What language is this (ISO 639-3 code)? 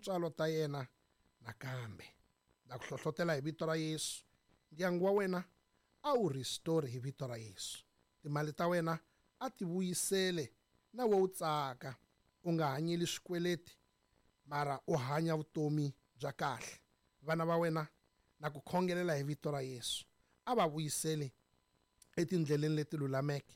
tso